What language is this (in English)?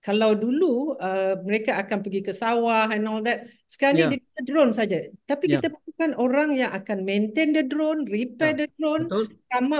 Malay